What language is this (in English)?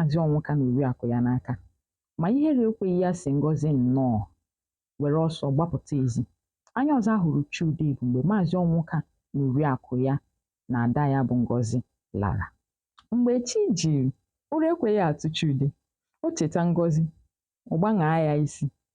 Igbo